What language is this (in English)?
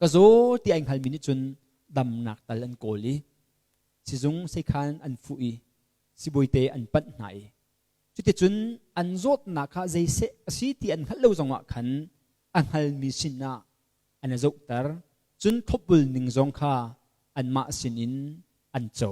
Hakha Chin